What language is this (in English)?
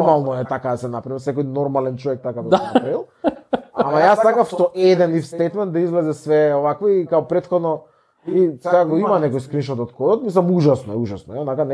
Macedonian